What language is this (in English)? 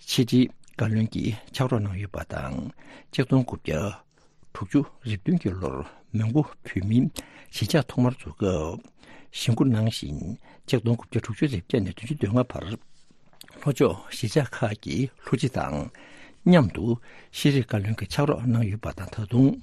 Tibetan